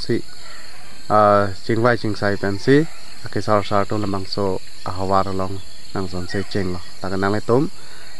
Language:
Karbi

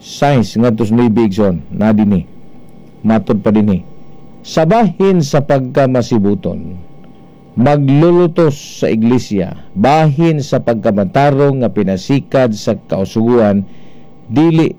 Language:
Cebuano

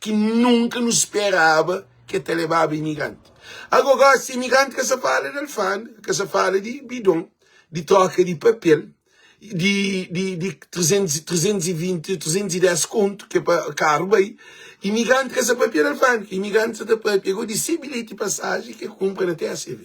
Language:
Kabuverdianu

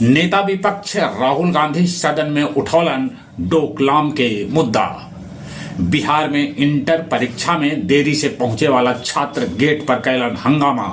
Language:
Magahi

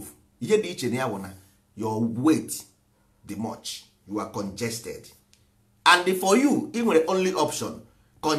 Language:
Igbo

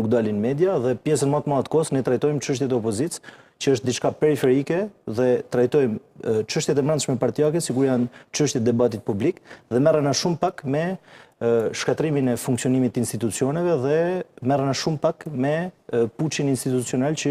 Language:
Albanian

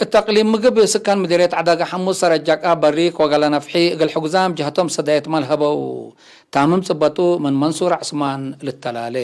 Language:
Tigre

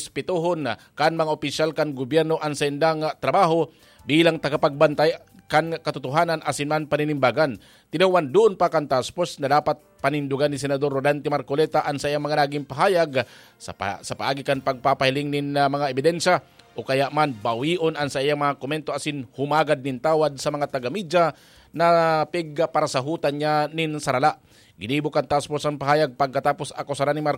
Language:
Bikol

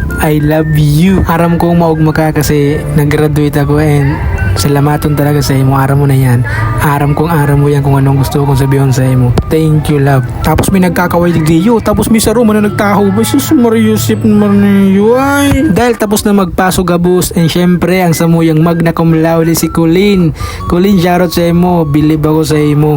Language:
Bikol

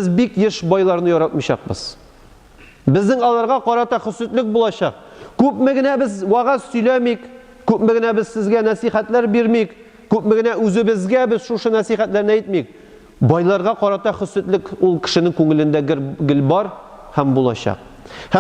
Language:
Tatar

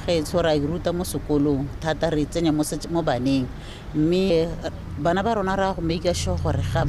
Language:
Tswana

